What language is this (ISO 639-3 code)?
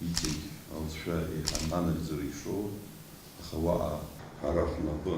abk